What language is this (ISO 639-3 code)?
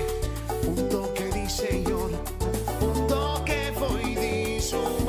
pap